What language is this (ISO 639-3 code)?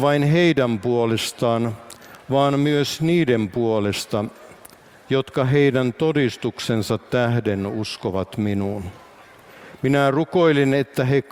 fin